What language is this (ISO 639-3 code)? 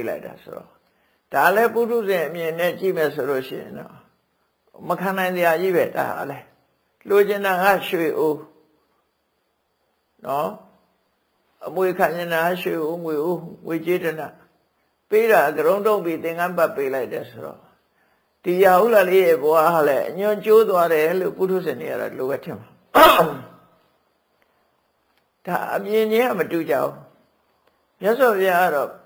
mya